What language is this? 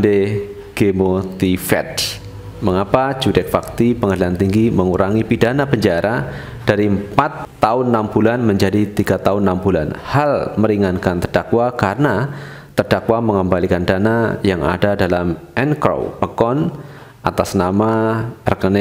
Indonesian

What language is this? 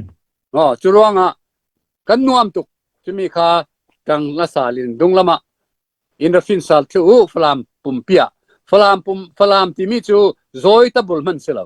Falam Chin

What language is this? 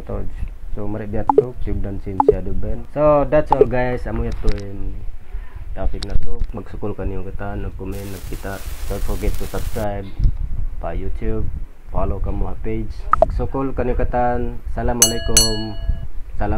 Tausug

